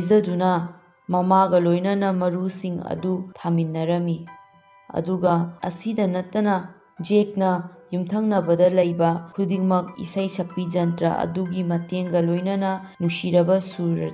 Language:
Manipuri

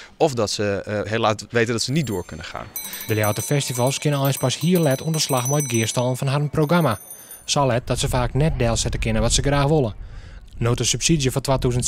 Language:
Western Frisian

